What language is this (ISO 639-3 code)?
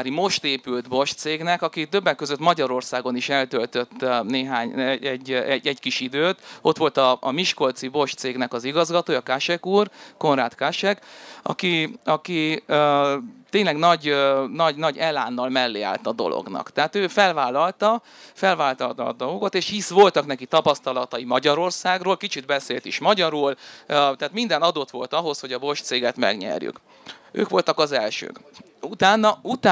hun